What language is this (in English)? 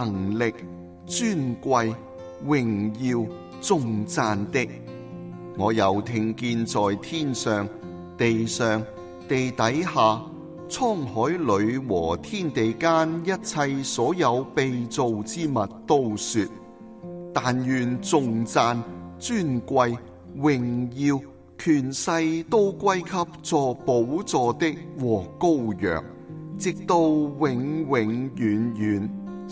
Cantonese